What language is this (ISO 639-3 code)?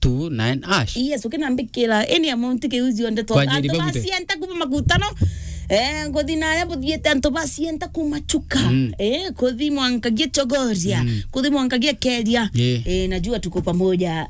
mer